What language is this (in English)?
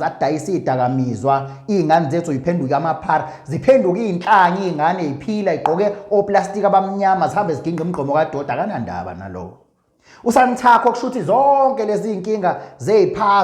Zulu